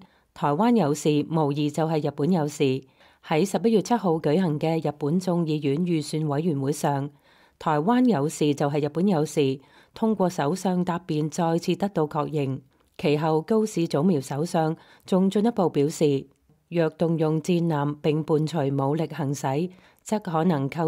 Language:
Cantonese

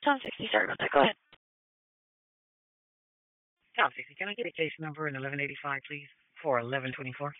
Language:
English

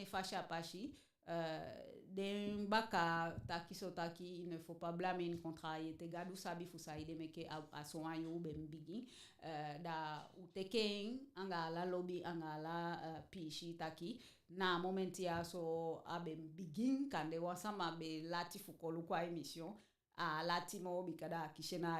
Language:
Eastern Maroon Creole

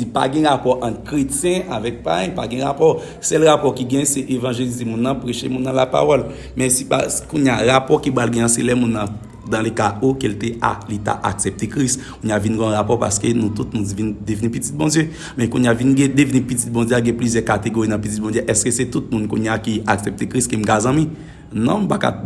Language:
Haitian Creole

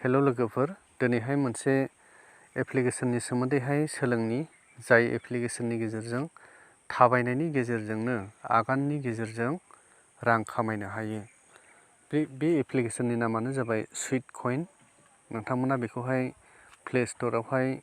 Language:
Bodo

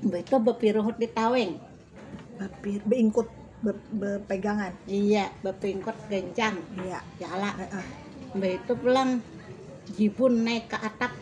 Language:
Banjar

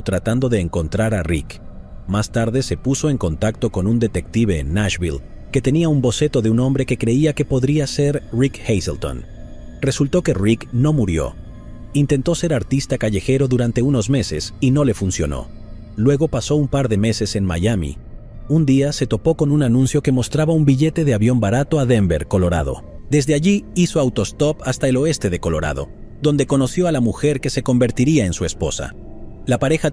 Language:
Spanish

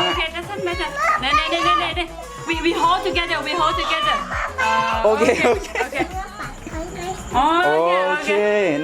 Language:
Shan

